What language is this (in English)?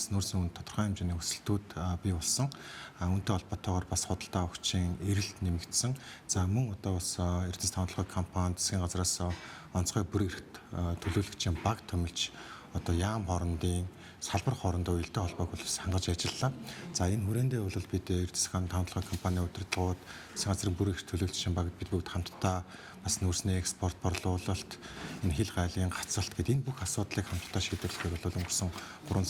Mongolian